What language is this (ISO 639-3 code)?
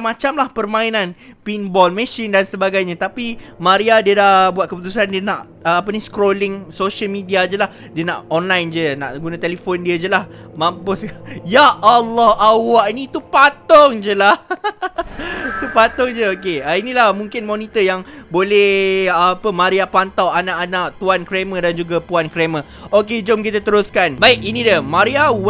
msa